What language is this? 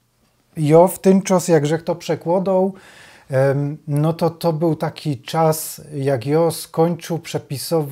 Silesian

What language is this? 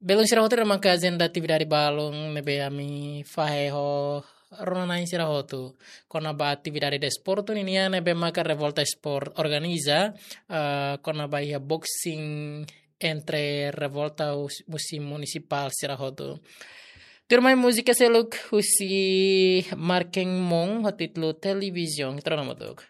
Tetum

